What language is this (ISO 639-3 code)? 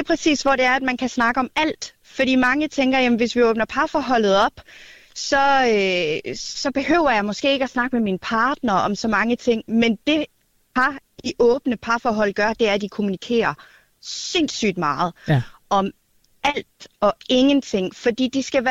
dan